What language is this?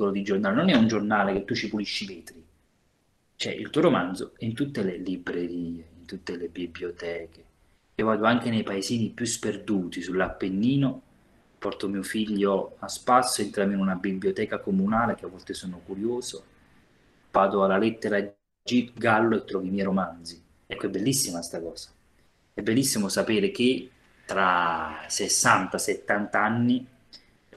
Italian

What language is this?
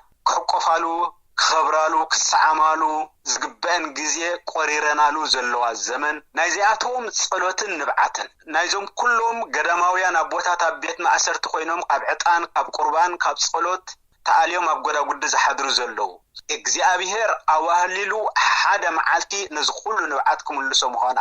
Tigrinya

